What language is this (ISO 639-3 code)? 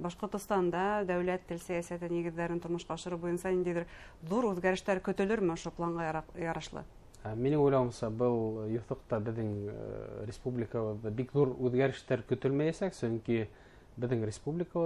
bak